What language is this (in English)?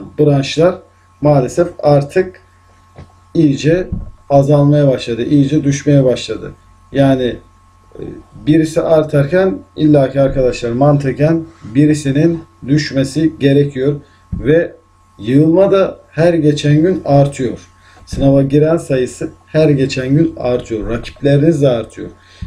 Turkish